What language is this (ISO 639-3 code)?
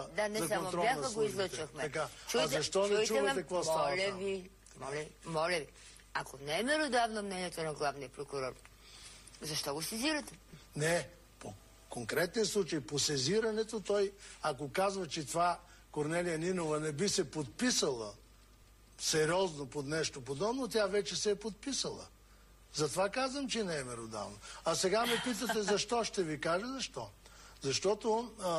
bul